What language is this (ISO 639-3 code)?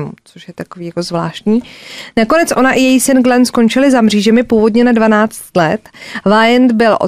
ces